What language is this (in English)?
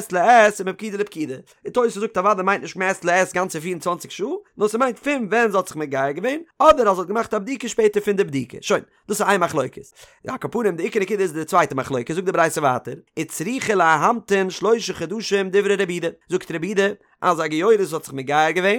Yiddish